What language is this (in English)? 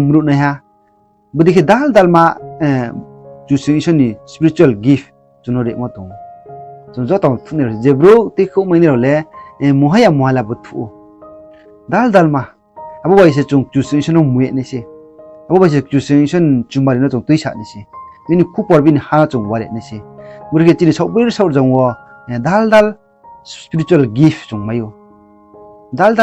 Riang (India)